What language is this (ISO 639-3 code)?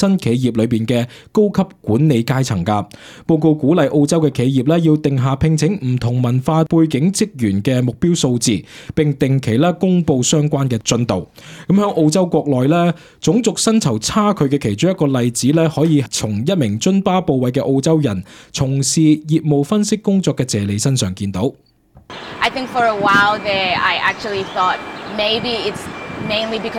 yue